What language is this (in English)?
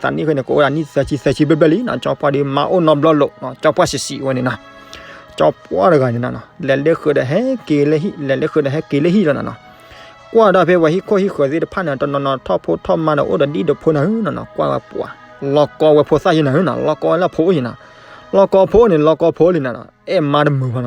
S'gaw Karen